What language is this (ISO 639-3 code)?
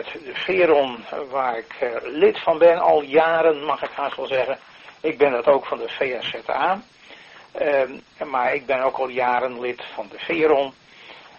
nld